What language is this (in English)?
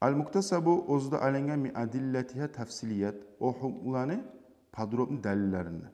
Kumyk